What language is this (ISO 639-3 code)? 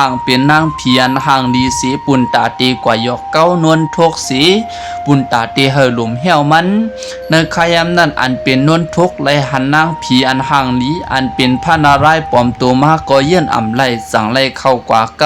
shn